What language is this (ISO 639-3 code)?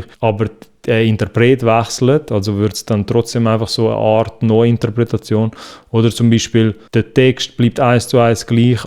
gsw